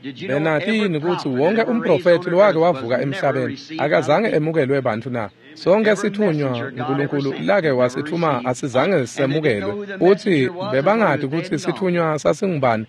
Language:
Swati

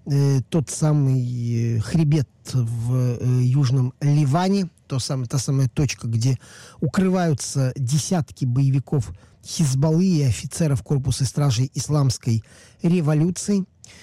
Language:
Russian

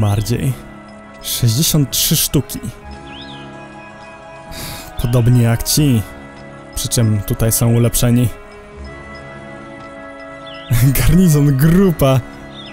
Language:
Polish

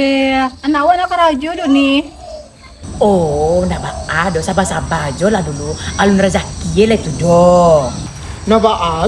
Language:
Minangkabau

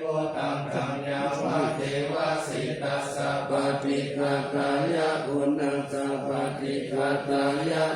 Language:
Pali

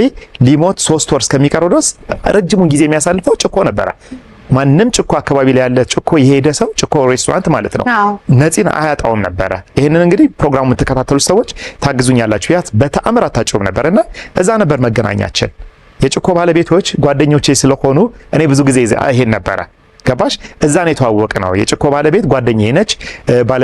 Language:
Amharic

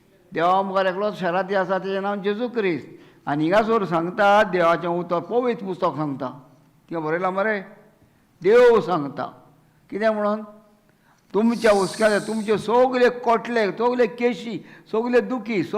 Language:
Konkani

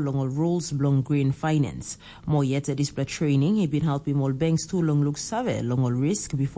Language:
Tok Pisin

